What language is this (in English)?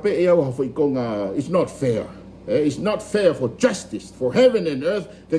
Tongan